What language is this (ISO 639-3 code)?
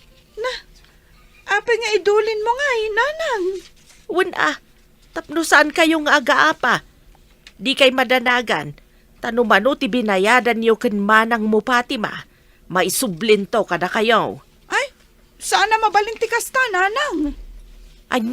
ilo